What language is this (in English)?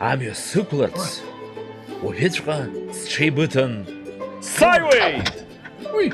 Abkhazian